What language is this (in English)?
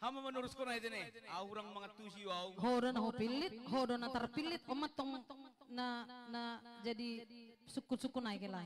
Batak Simalungun